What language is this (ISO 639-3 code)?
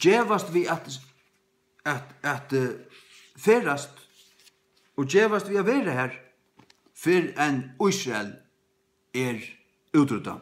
fao